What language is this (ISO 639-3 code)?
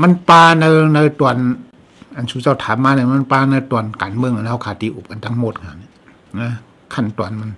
shn